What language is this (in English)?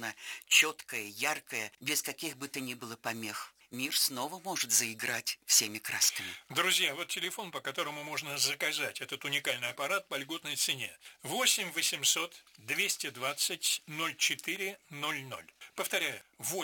Russian